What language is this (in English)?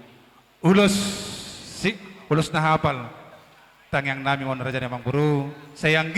Batak Toba